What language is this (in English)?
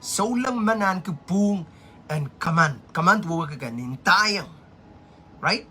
Pohnpeian